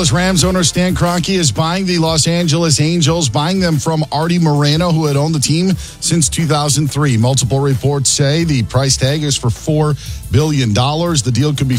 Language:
English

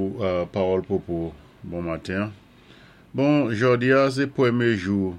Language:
Saint Lucian Creole French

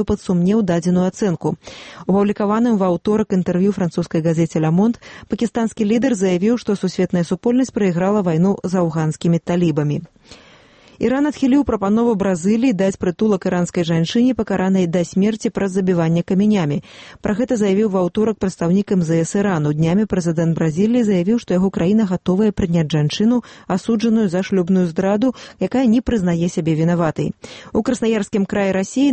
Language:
Belarusian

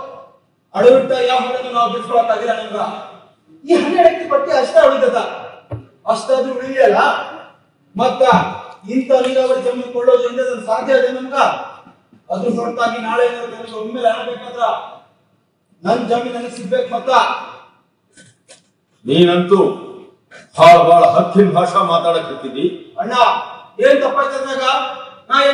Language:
Kannada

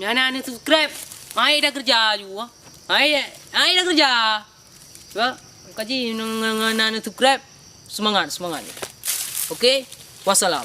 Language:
Achinese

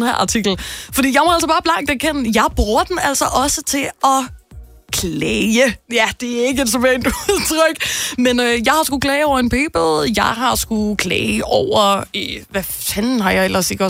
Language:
Danish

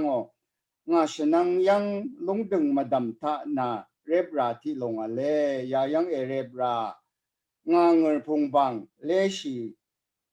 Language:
Rawang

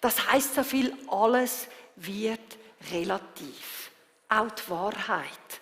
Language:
Swiss German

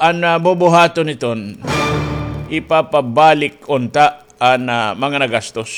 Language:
Waray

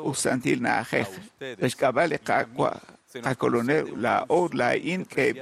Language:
Kekchí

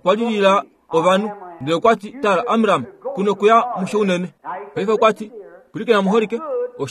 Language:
Kuanyama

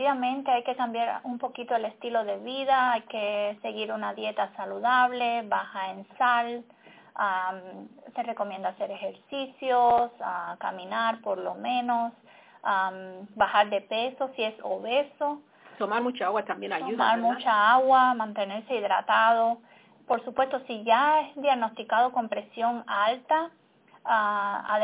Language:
Spanish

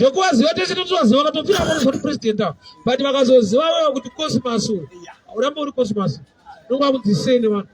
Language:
Shona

